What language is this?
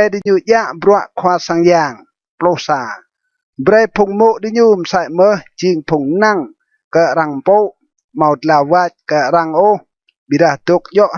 Rade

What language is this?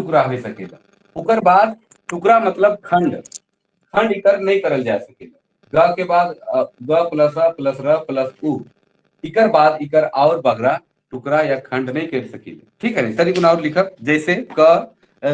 Sadri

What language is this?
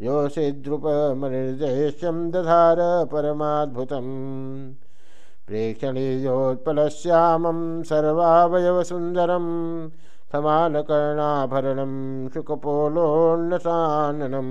Sanskrit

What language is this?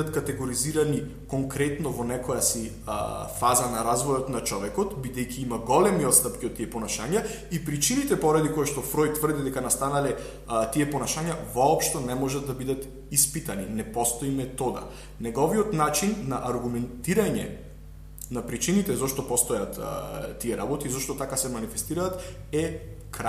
Macedonian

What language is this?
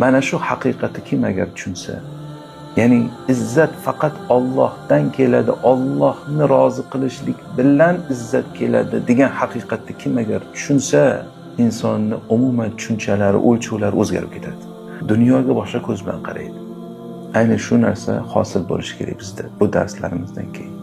Uzbek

